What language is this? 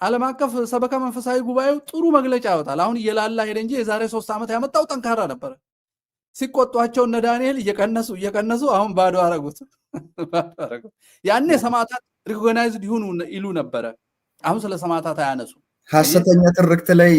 Amharic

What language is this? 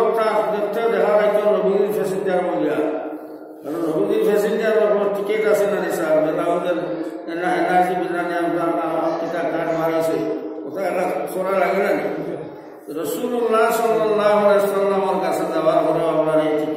Sylheti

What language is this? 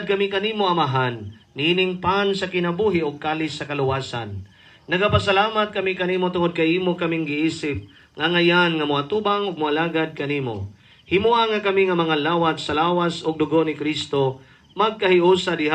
Cebuano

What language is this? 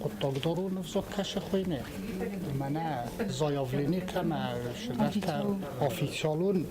Ossetic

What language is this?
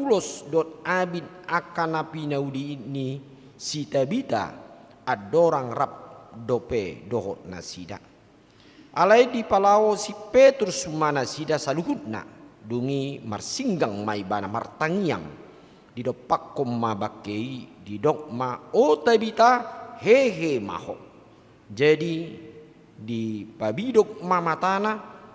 Batak Toba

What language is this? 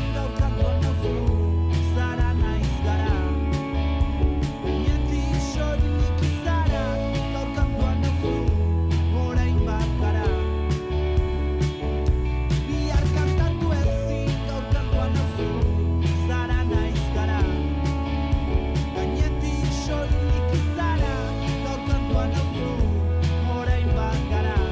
Basque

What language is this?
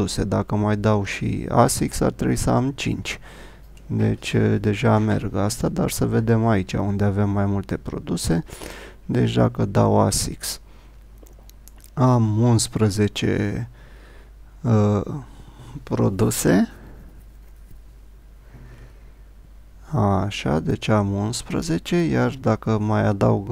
Romanian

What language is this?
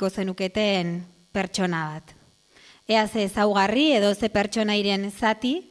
Basque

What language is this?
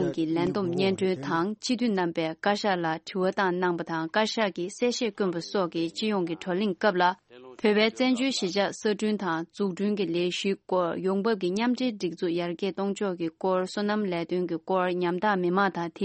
Tibetan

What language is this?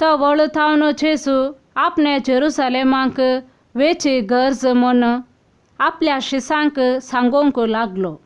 Konkani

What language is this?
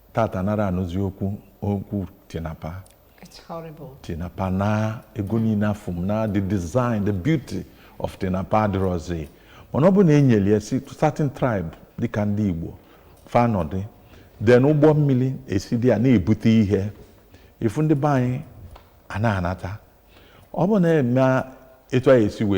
Igbo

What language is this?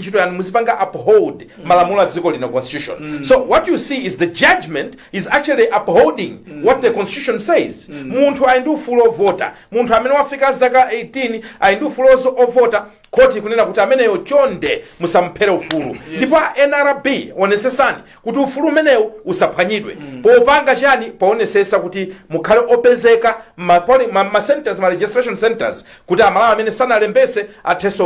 Nyanja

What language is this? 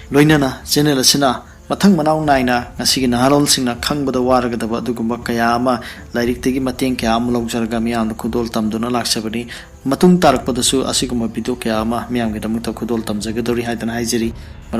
Manipuri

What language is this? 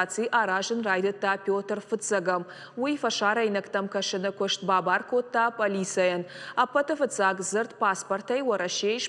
Ossetic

